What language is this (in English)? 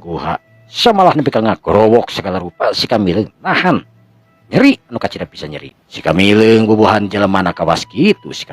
Sundanese